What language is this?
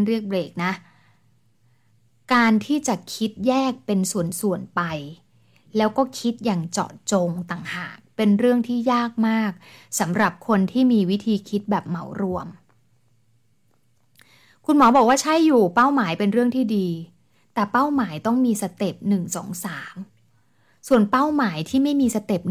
Thai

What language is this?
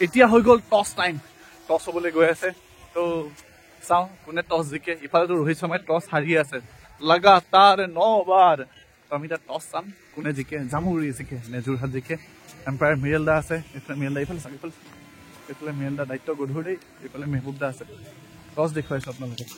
Assamese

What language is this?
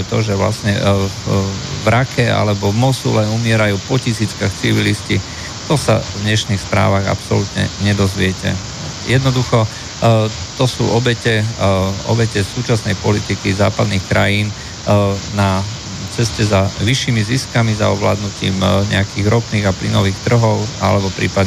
Slovak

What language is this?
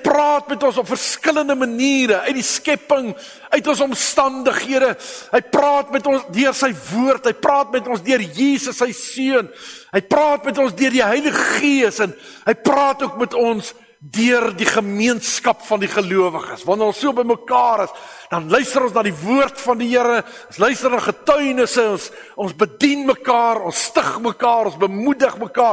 Afrikaans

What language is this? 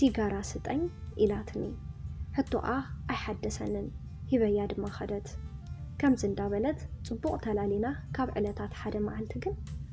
Tigrinya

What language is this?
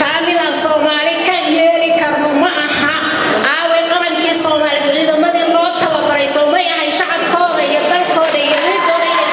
Somali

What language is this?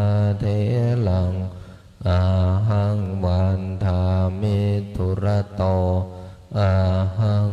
Pali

